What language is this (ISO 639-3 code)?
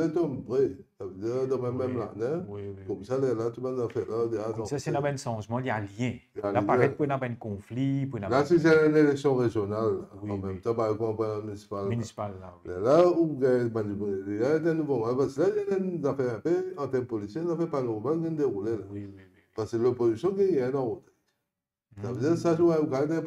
mfe